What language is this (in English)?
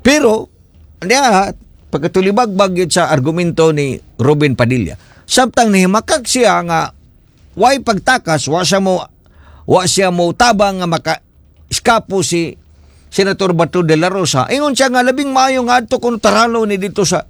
Cebuano